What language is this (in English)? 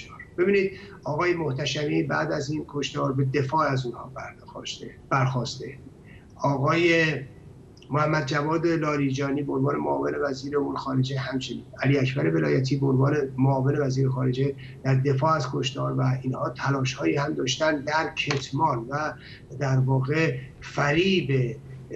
Persian